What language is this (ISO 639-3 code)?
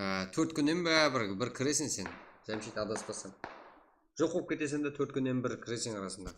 kaa